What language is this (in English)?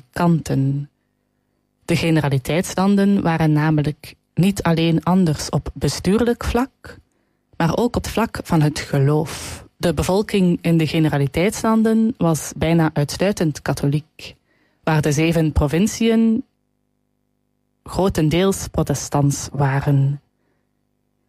Dutch